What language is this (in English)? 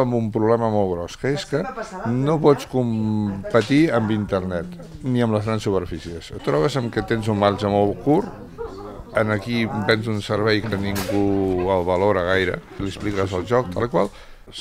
Catalan